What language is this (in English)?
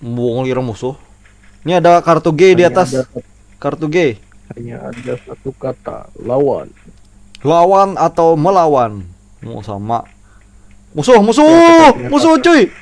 Banjar